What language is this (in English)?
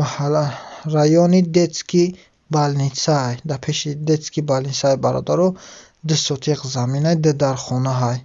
Tajik